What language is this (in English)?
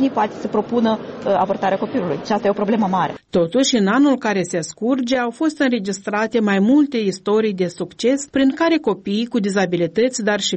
Romanian